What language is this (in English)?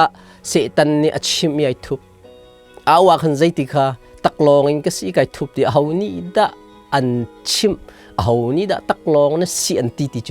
Hakha Chin